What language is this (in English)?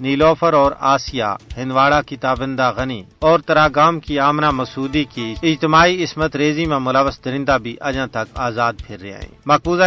Gujari